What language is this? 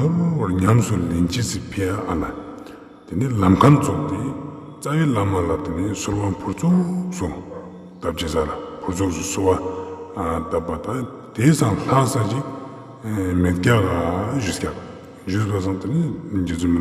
Tibetan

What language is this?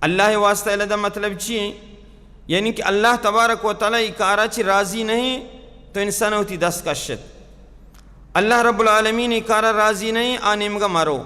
Baluchi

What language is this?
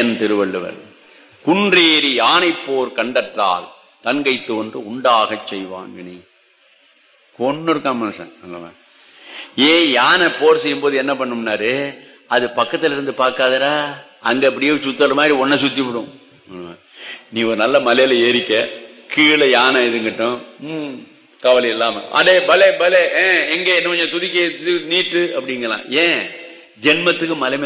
Tamil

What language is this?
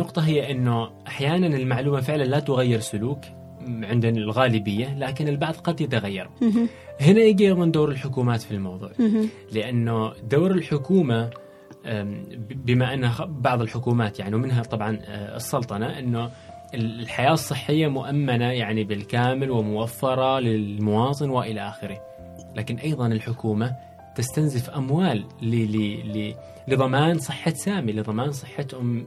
Gulf Arabic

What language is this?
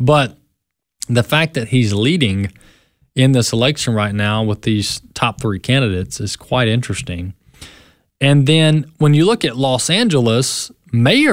English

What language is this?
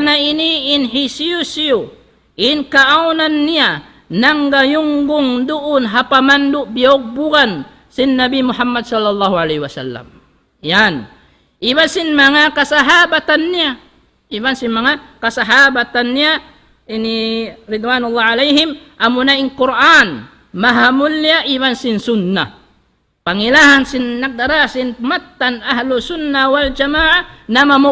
Tausug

